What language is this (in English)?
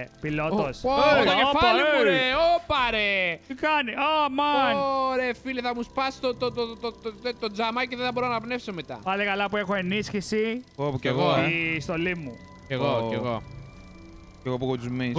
Greek